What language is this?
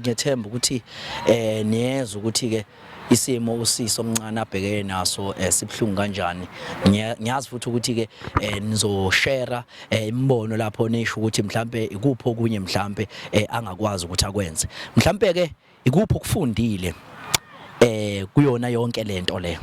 Zulu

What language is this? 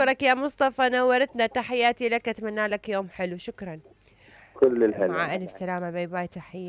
Mesopotamian Arabic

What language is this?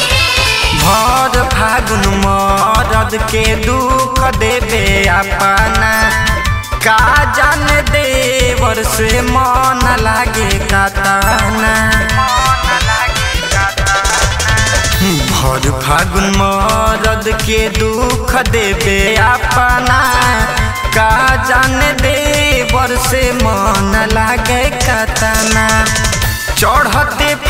Bhojpuri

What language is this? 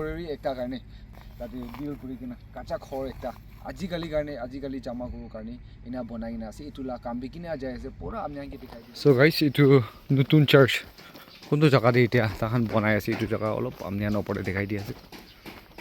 Naga Pidgin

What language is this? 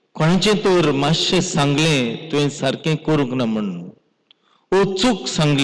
Konkani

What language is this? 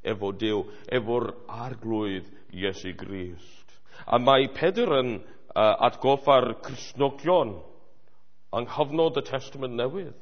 Welsh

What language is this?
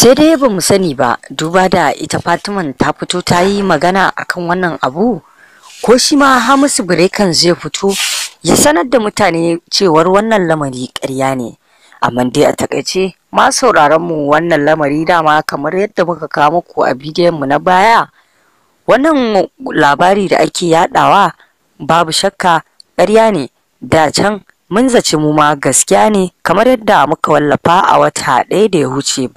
Hausa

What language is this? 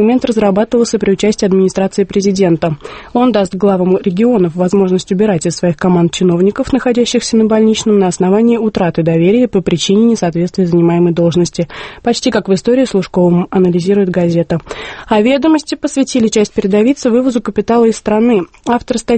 Russian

